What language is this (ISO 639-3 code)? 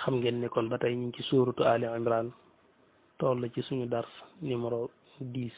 wol